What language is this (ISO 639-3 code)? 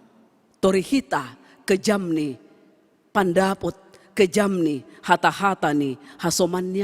bts